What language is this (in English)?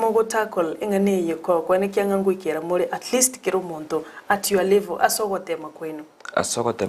Gusii